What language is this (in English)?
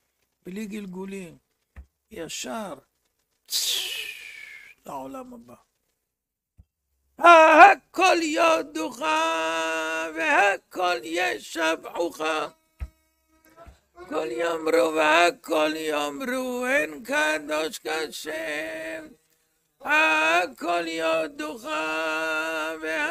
Hebrew